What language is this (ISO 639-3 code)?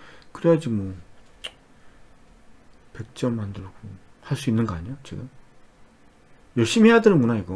kor